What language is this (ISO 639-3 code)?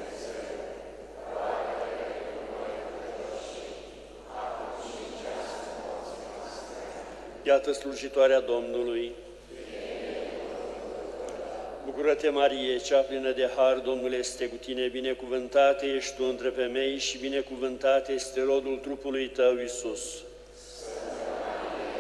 ron